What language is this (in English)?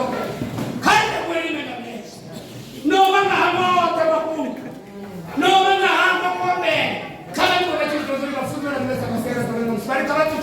Venda